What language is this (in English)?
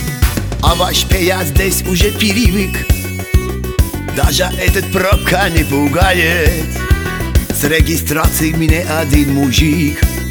Russian